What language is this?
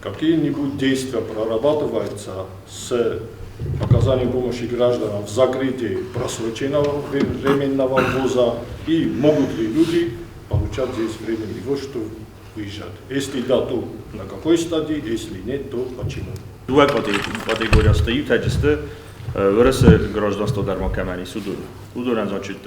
Ossetic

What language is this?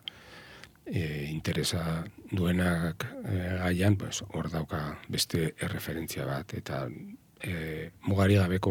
Basque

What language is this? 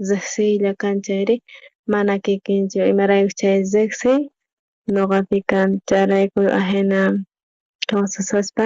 South Bolivian Quechua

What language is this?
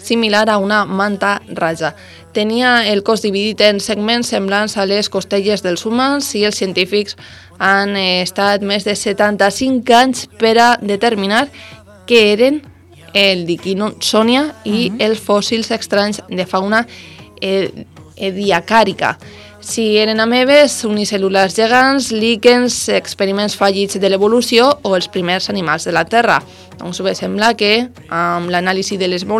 Catalan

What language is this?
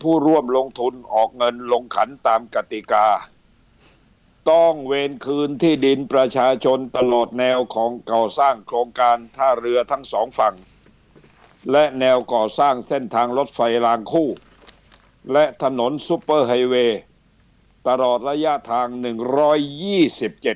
Thai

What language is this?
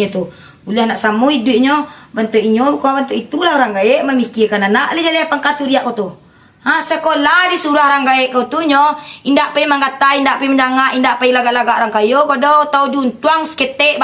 Minangkabau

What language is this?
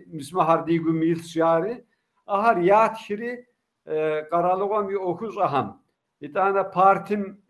Kabardian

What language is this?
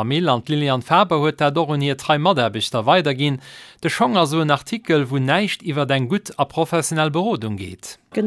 Luxembourgish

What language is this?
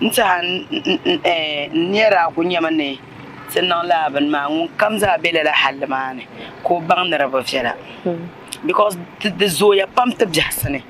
Dagbani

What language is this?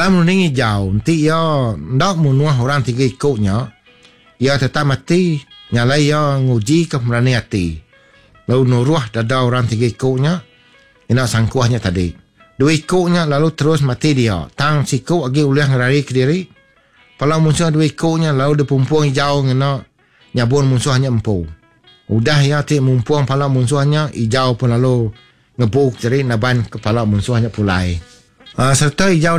Iban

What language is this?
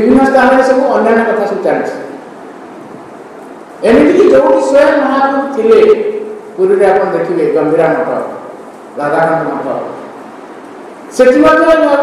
Odia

